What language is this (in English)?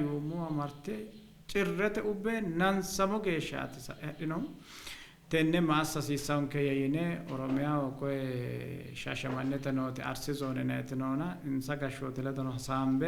Sidamo